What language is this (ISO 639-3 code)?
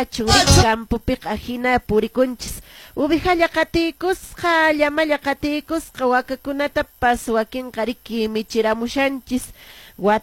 que